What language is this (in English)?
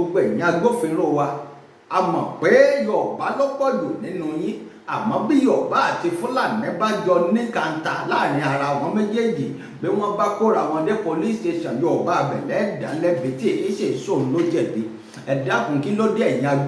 Yoruba